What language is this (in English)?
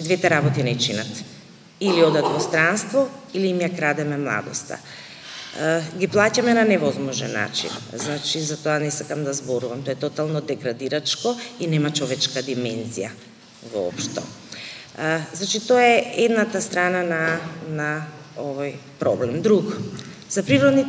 Macedonian